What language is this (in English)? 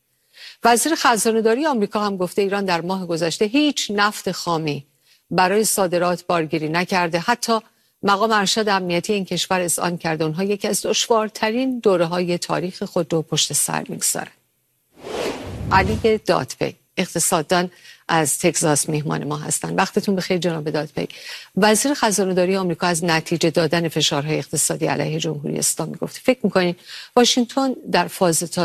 Persian